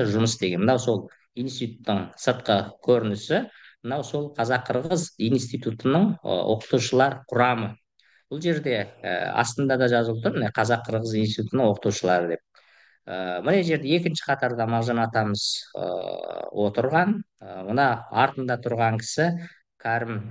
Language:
Kazakh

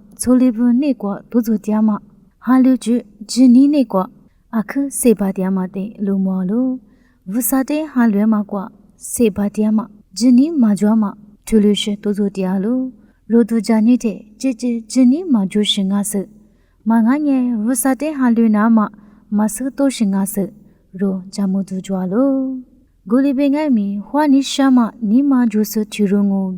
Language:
Lisu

